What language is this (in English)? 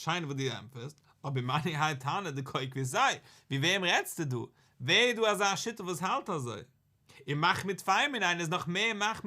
Yiddish